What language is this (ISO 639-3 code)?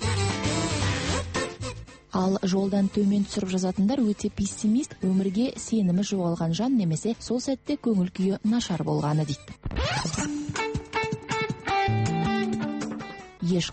kaz